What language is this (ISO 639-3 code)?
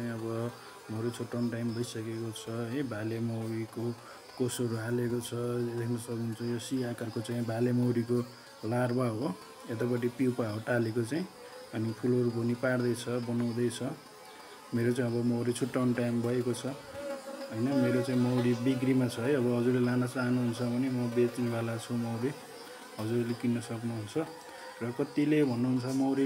nep